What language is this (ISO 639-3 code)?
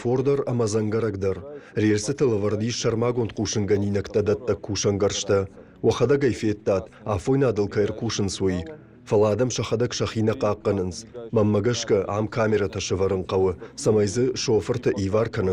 oss